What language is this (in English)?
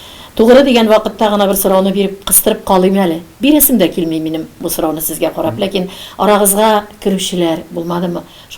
Tatar